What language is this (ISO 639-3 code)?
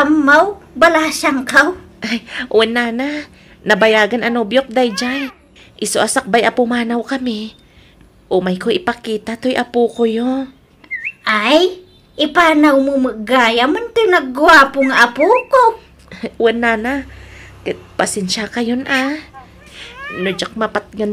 ilo